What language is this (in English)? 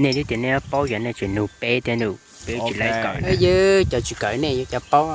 Hmong